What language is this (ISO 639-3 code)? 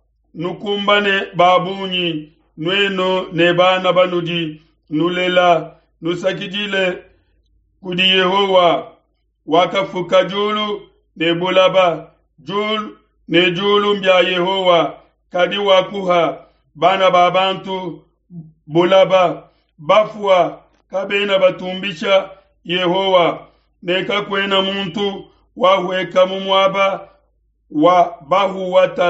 lua